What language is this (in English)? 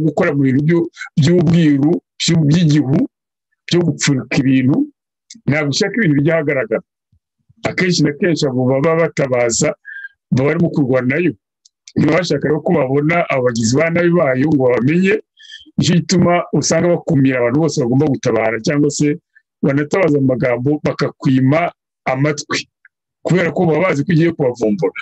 Kinyarwanda